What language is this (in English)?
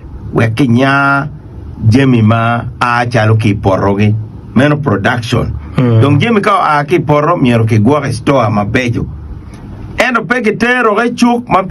Acoli